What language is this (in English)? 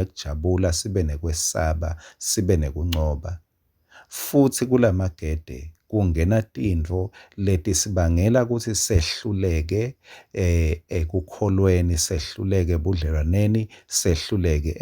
Swati